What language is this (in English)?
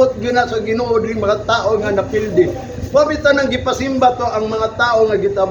Cebuano